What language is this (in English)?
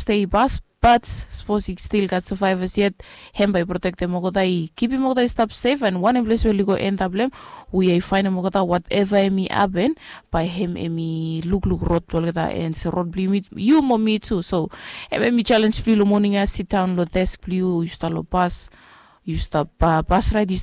Bislama